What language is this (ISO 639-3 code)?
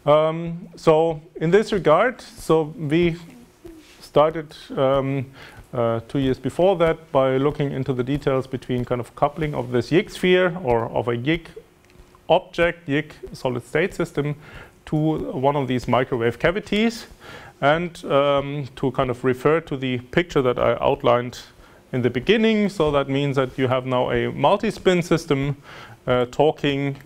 eng